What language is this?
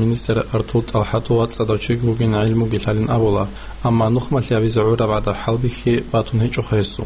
Avaric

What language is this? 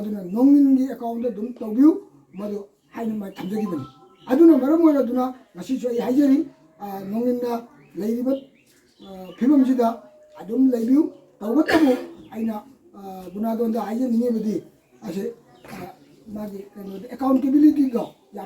Manipuri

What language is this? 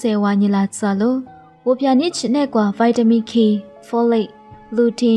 Lisu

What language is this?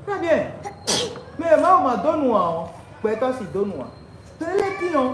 Fon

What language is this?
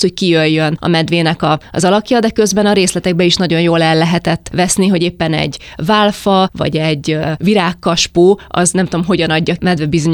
Hungarian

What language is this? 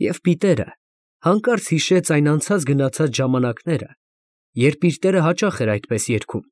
Armenian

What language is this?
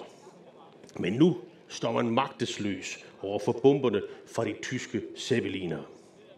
Danish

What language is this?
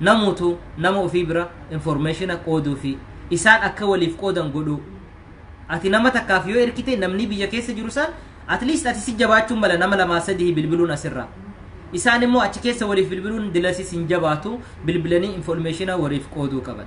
Oromo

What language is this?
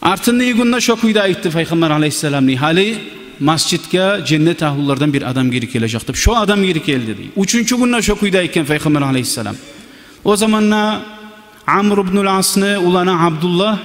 Kumyk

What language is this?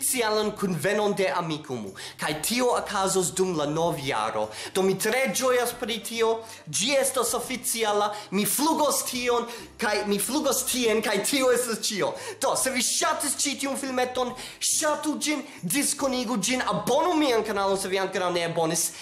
Esperanto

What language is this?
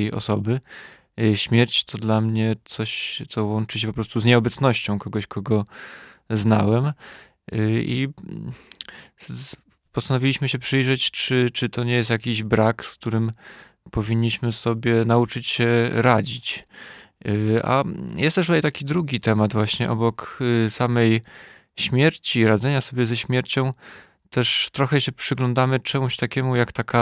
Polish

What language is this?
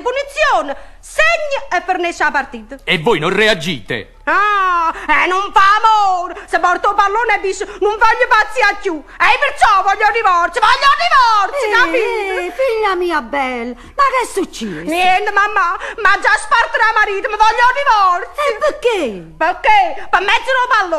Neapolitan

